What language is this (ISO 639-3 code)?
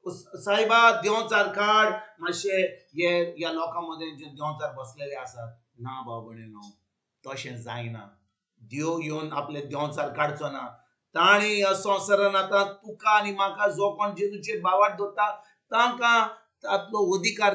kok